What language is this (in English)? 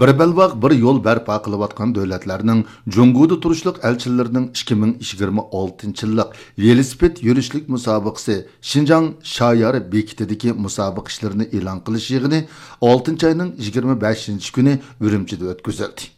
Uyghur